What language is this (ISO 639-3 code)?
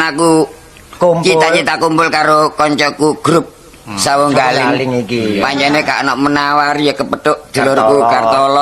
jav